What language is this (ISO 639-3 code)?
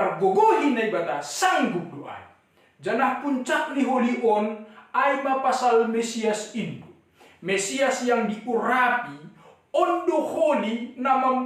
bts